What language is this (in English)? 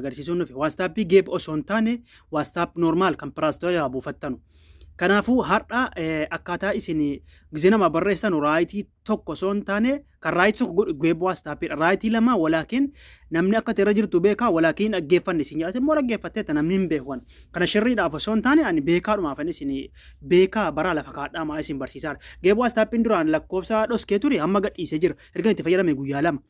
Oromo